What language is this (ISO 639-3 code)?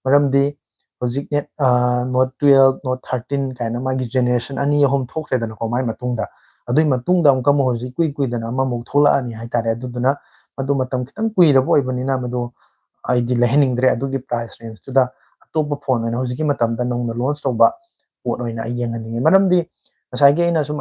mni